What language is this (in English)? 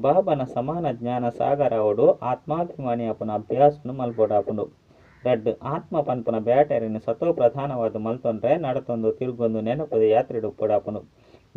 Tulu